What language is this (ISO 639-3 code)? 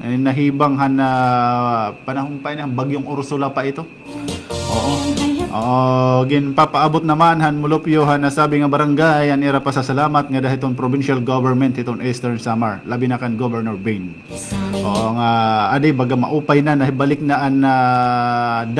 war